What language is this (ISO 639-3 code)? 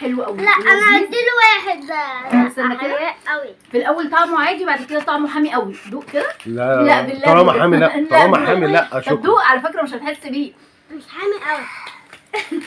arz